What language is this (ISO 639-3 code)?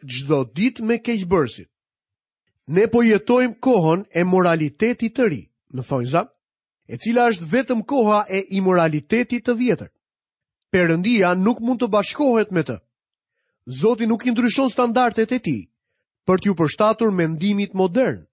sqi